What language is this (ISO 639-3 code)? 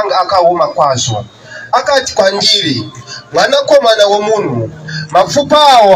sna